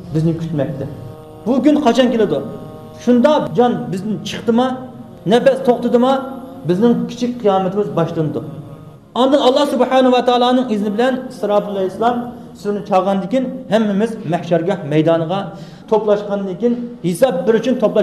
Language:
Uyghur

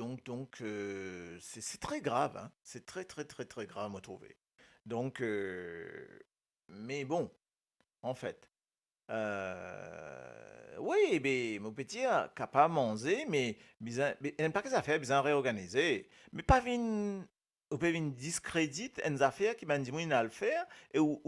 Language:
Morisyen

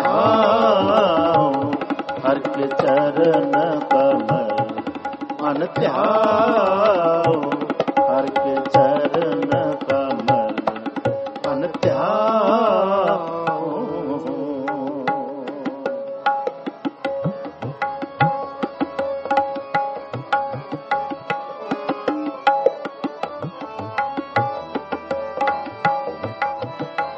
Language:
Punjabi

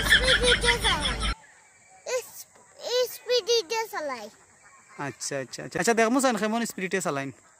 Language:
Assamese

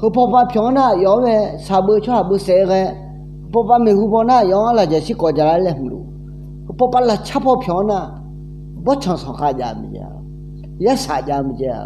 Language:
Akha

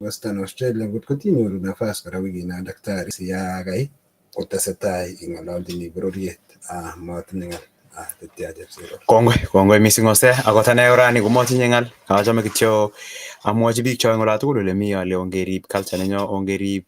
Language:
Kalenjin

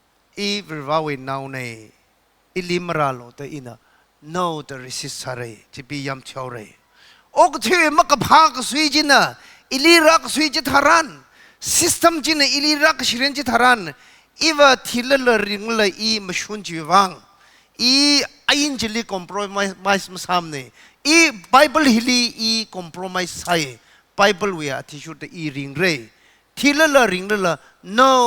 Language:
Tangkhul Naga (India)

